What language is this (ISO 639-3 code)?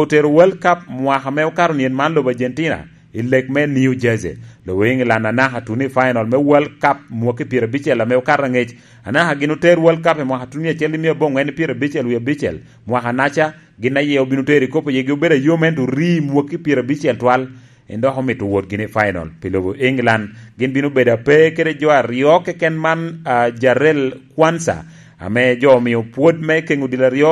laj